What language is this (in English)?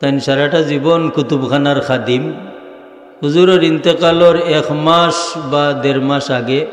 Sylheti